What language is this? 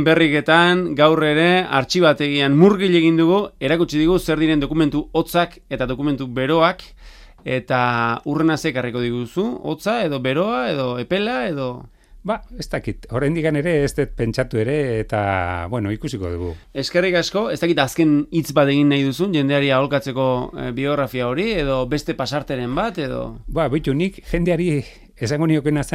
Basque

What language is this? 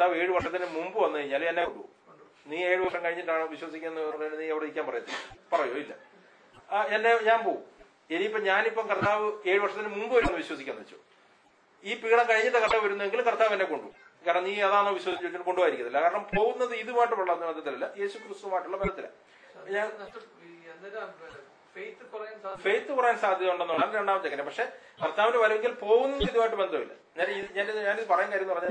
Malayalam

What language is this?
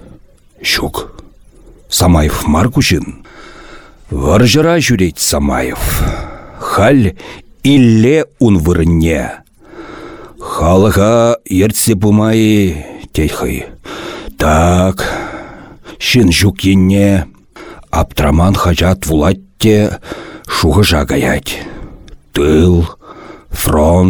Chuvash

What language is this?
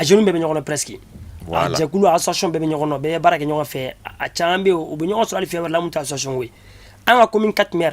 Bambara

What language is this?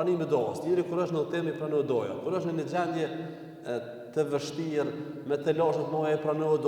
Albanian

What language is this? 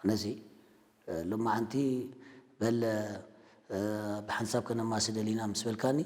Tigrinya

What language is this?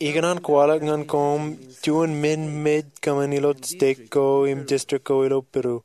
Marshallese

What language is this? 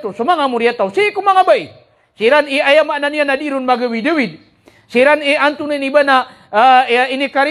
Maranao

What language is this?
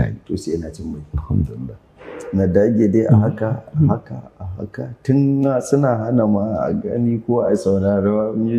Hausa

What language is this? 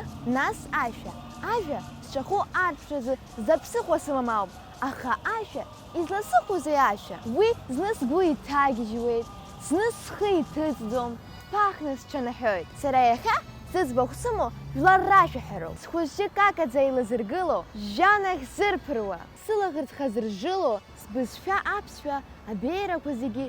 Abkhazian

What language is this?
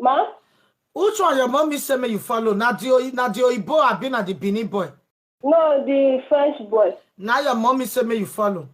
Nigerian Pidgin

